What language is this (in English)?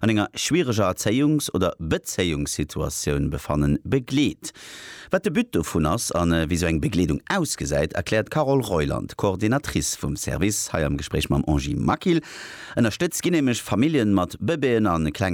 Luxembourgish